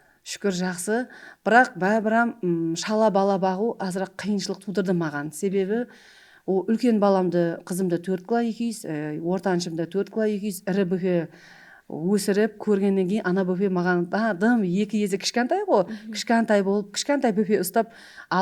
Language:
Kara-Kalpak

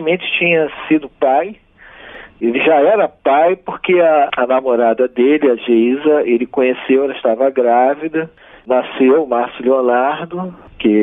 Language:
Portuguese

